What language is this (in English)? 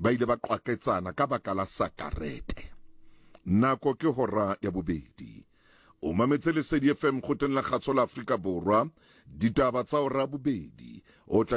Southern Sotho